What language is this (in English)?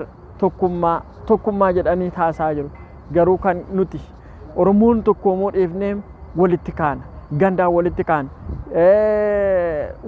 Oromo